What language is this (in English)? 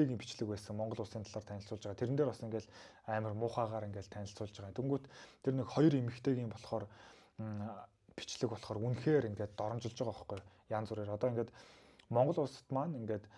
Mongolian